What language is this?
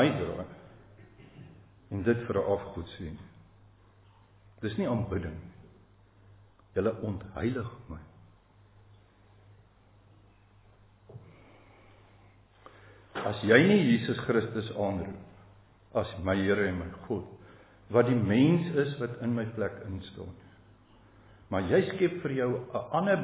Afrikaans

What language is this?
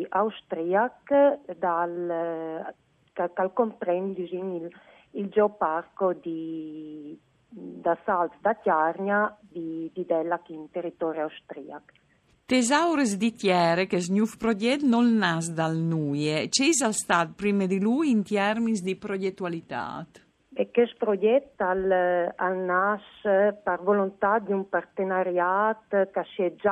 Friulian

